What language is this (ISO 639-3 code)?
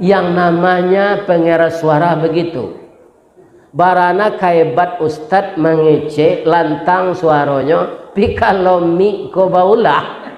min